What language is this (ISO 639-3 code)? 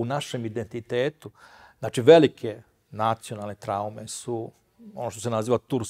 srp